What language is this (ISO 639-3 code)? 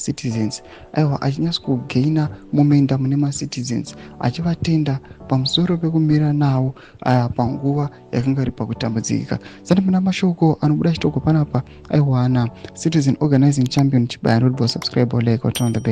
sna